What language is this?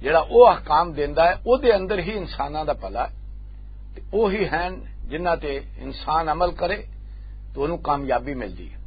Western Panjabi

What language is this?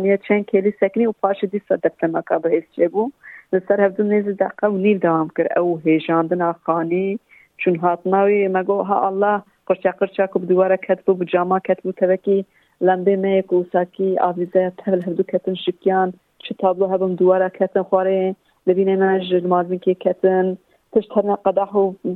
Kurdish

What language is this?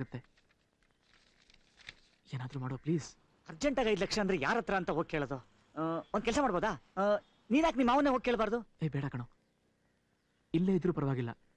Kannada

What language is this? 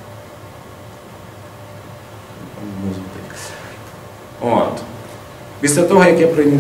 Ukrainian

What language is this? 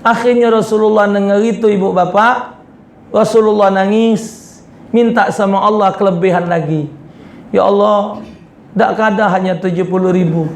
Musi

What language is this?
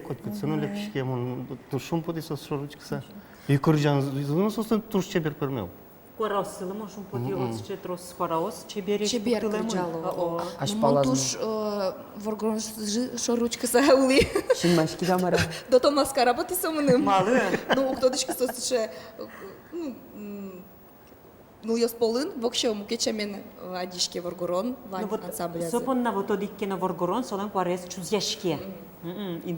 Udmurt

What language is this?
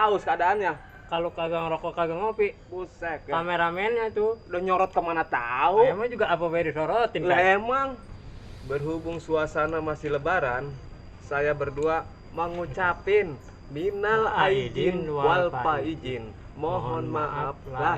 Betawi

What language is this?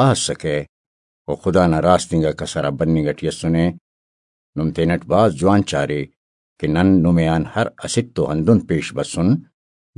Brahui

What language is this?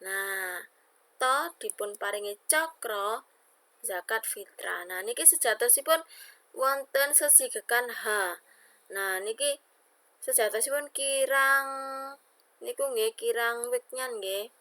Javanese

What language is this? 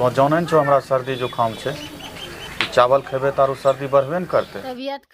Angika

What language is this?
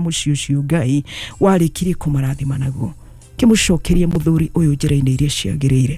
Kikuyu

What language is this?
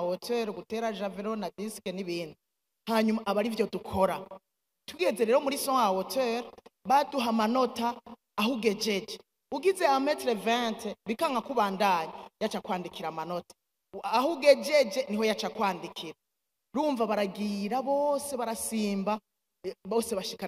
Rundi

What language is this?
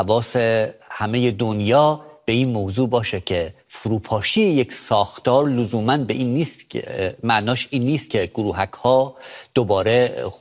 Persian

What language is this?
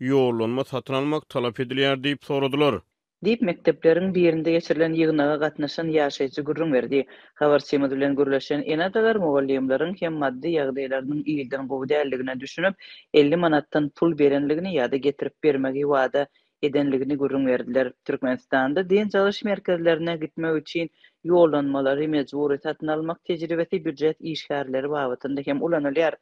Turkmen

